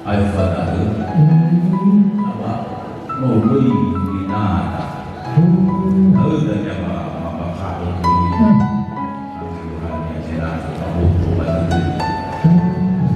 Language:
Nias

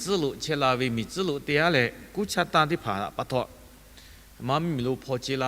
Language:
Lahu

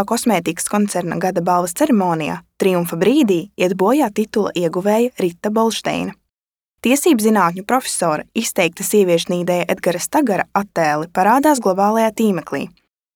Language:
Latvian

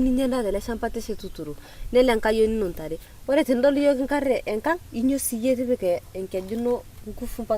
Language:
Masai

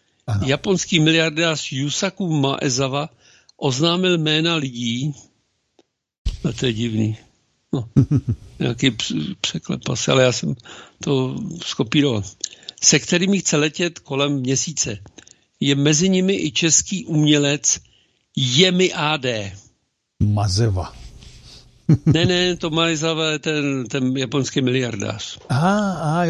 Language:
Czech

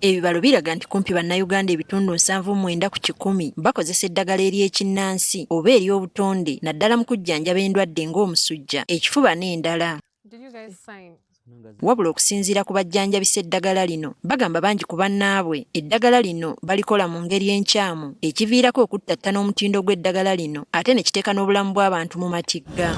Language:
Ganda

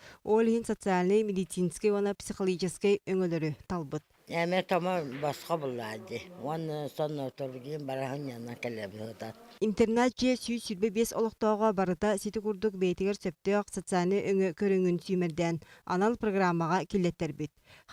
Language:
Yakut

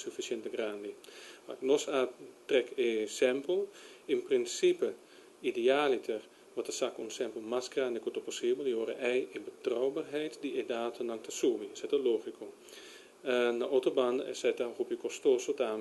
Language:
Papiamento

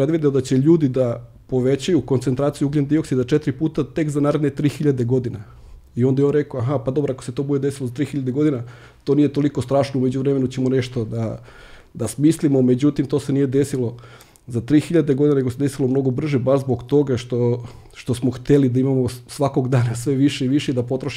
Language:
Serbian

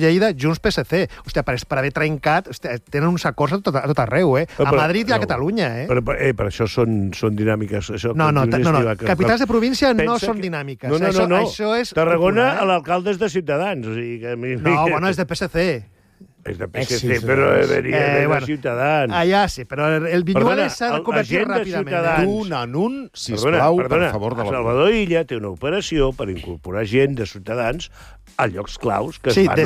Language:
Catalan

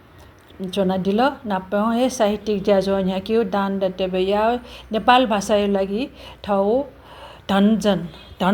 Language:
Newari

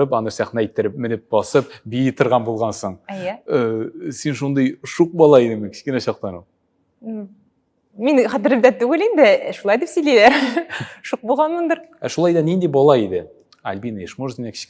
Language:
Tatar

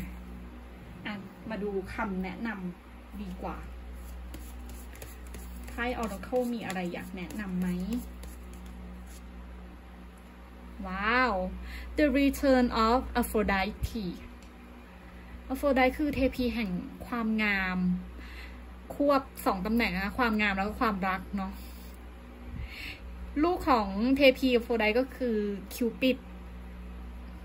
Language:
Thai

